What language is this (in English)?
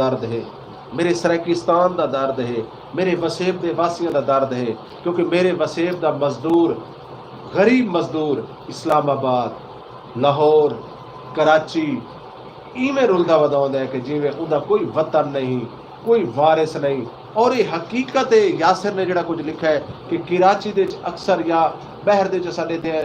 Saraiki